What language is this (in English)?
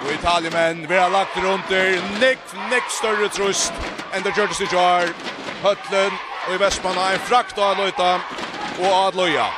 Faroese